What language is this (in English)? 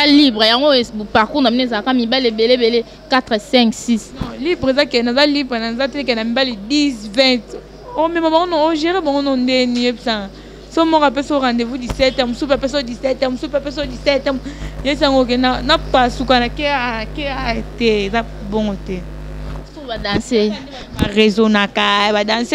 Lingala